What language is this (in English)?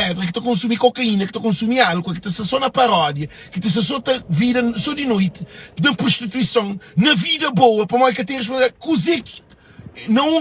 Kabuverdianu